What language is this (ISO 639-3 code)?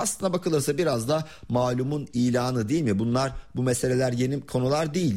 tur